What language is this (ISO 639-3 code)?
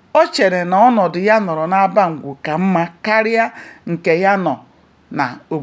ibo